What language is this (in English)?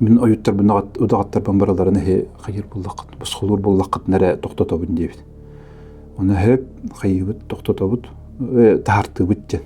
Yakut